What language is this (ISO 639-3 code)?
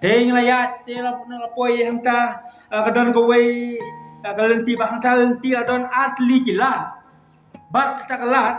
kha